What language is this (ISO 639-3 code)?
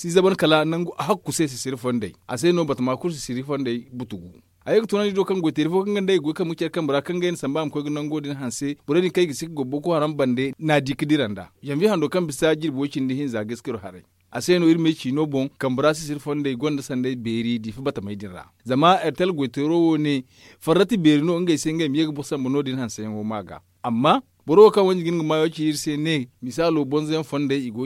dje